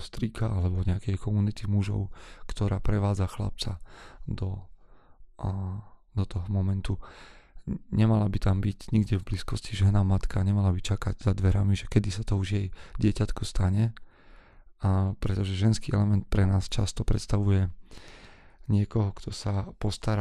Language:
Slovak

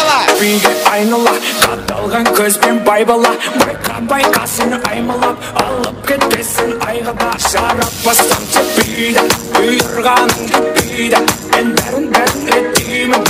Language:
Kara-Kalpak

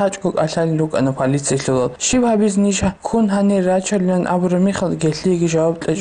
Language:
Avaric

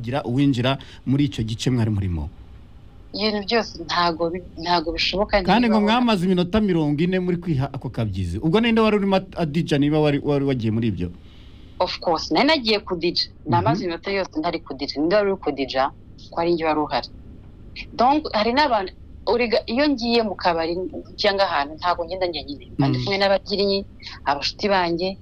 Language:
Kinyarwanda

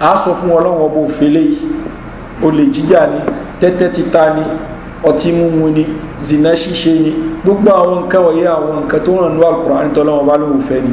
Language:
Yoruba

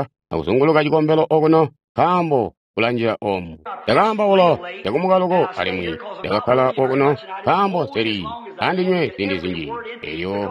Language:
Tonga (Zambia)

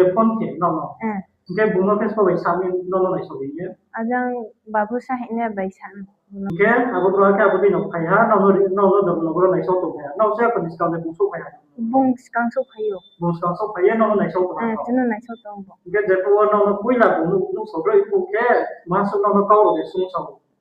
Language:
Riang (India)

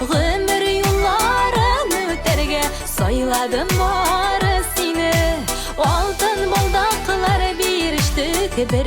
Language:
Tatar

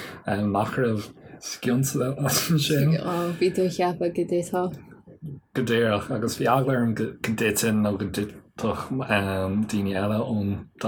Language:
Irish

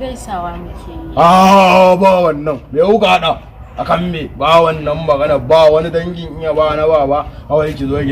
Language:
Hausa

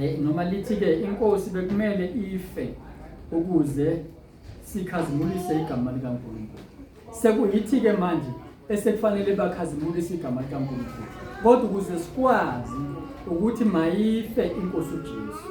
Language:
Zulu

